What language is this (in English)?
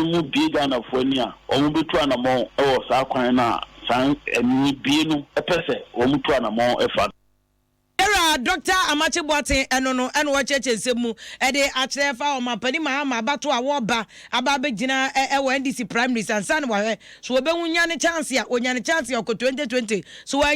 Akan